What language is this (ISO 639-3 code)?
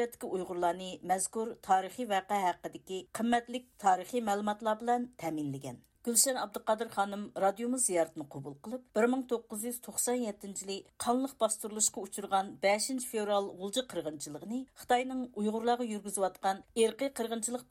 uig